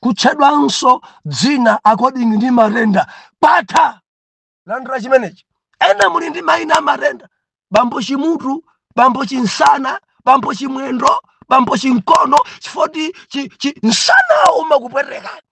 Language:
Nyanja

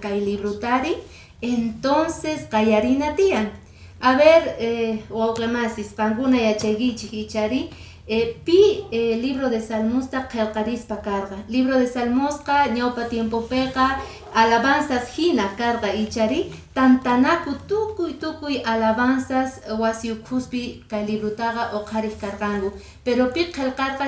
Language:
Quechua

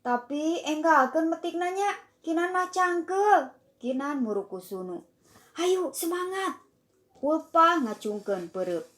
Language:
Sundanese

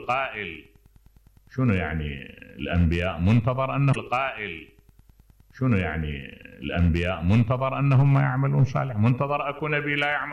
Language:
Mesopotamian Arabic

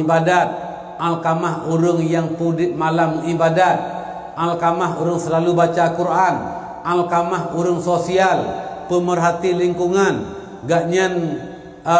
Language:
Achinese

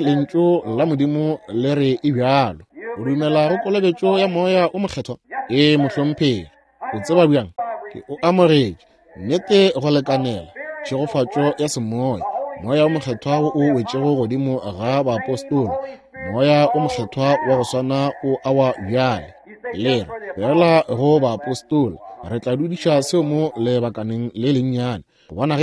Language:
Northern Sotho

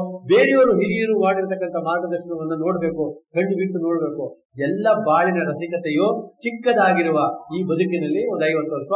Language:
Kannada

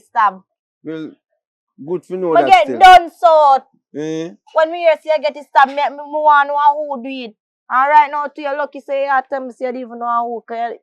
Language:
Jamaican Creole English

